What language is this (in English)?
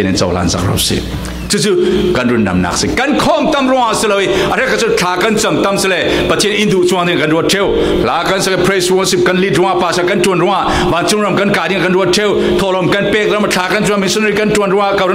Falam Chin